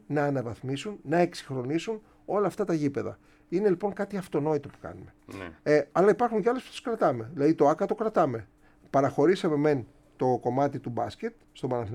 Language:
Greek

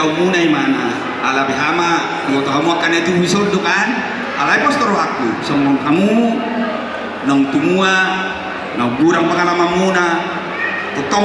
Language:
Batak Toba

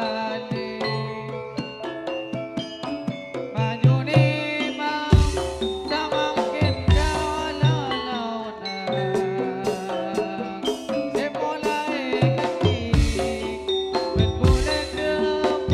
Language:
Indonesian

